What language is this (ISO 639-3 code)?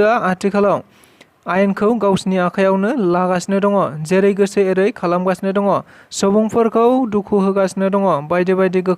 brx